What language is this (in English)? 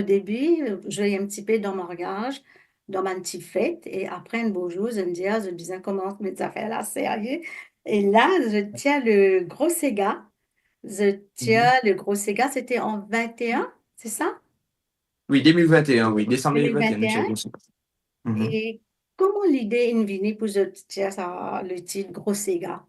Morisyen